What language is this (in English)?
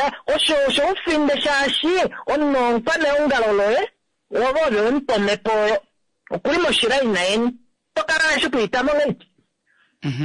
Kuanyama